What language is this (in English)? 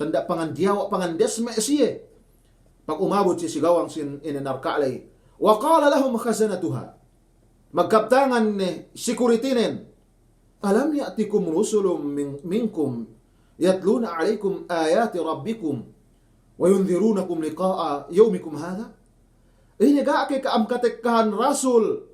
Yakan